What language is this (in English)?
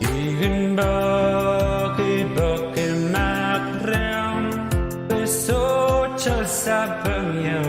Pohnpeian